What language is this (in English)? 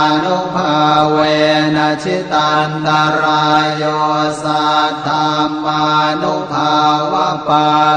Pali